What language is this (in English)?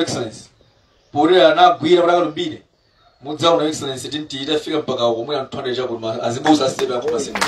Nyanja